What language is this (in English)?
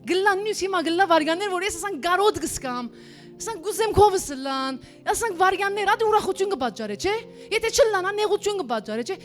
Western Armenian